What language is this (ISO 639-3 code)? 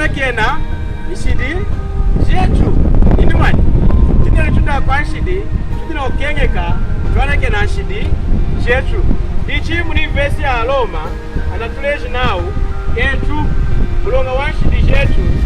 lun